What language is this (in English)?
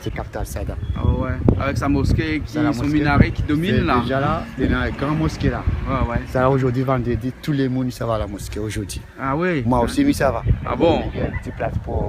Réunion Creole French